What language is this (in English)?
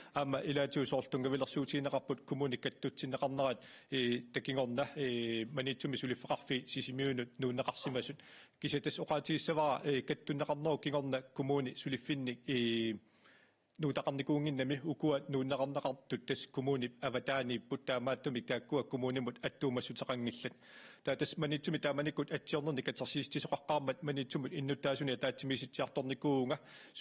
Kalaallisut